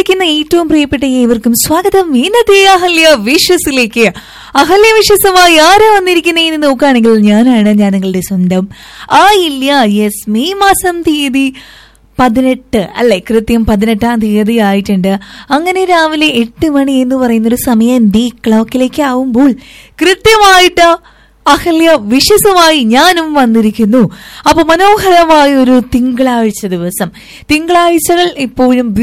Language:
Malayalam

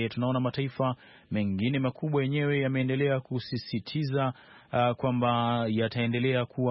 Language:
Swahili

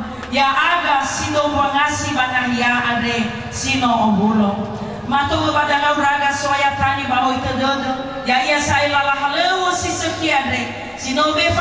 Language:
Nias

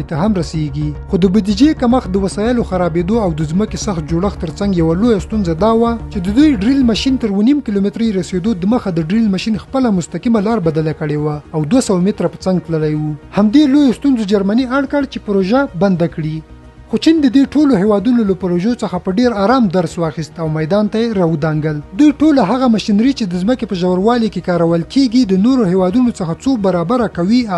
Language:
Pashto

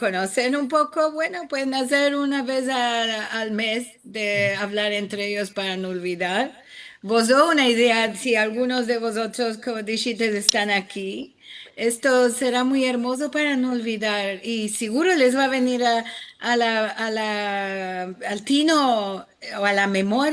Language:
Ladino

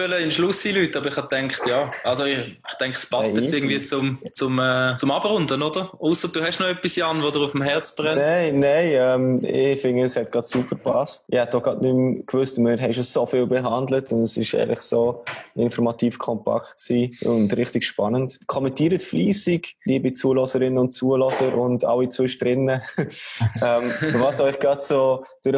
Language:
Swiss German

